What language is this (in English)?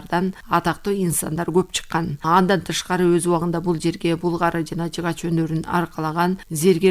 Kyrgyz